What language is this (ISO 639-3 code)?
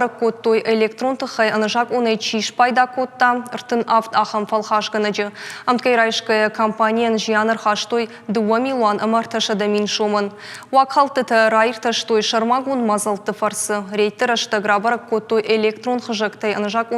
oss